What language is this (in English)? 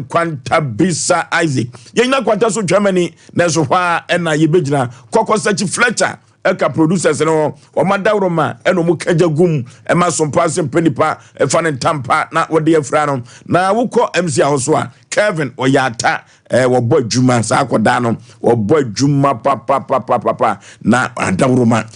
Akan